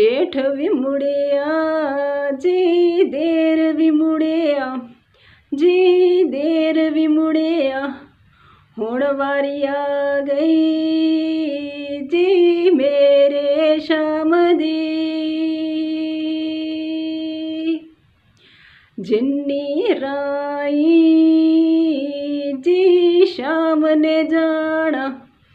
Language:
Punjabi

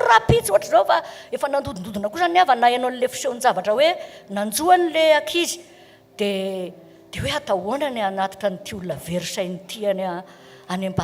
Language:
Malagasy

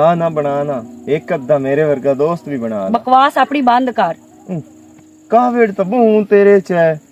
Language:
Western Panjabi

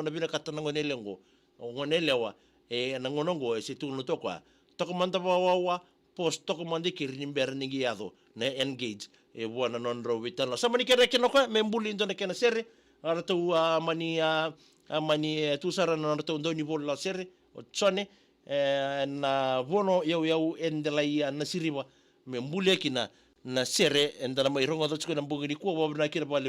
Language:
Fijian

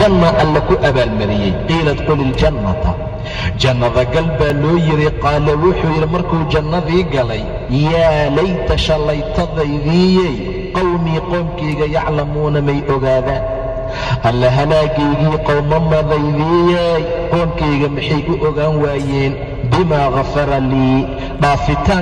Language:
Somali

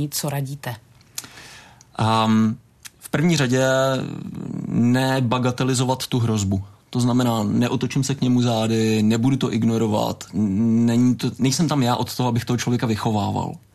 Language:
Czech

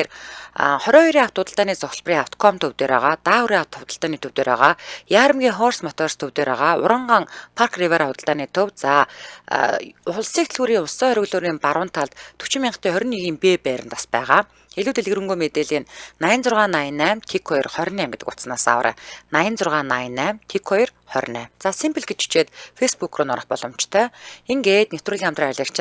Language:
Mongolian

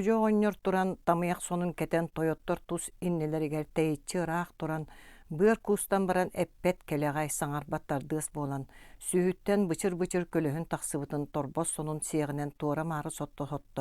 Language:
Yakut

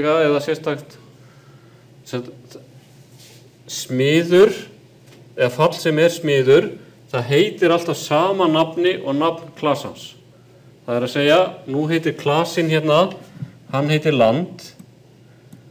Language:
Icelandic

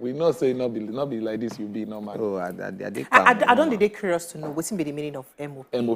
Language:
Nigerian Pidgin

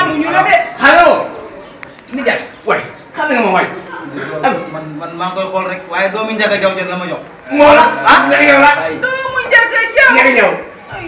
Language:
Wolof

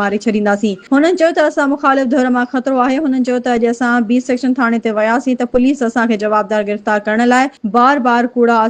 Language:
Sindhi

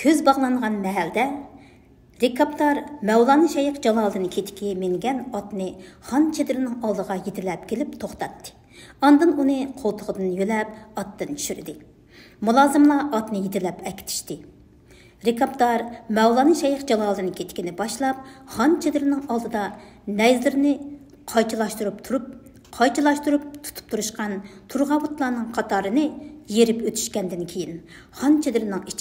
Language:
Uyghur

